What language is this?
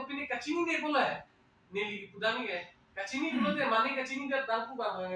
Karbi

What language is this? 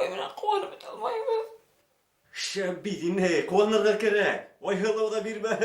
Bashkir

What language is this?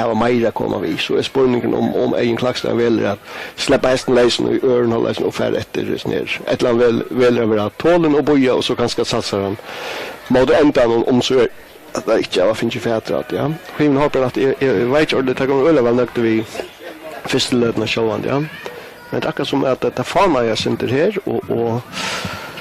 Faroese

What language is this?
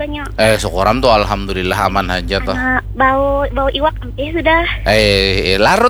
Banjar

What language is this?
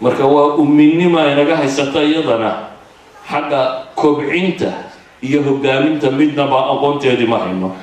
Somali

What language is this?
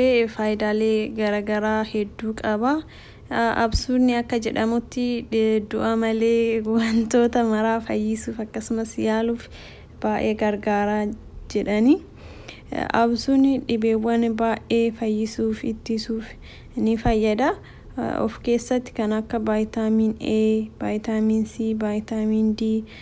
Oromo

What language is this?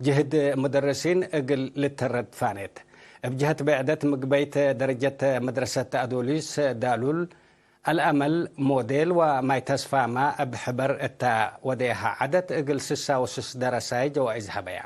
Tigre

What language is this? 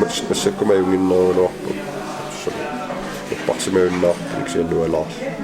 Kalaallisut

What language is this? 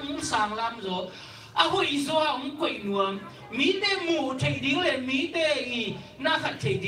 Tedim Chin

